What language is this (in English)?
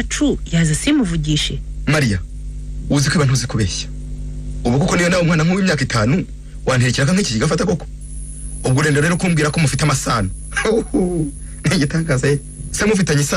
Kinyarwanda